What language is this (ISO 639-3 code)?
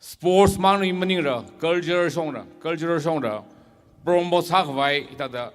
nmf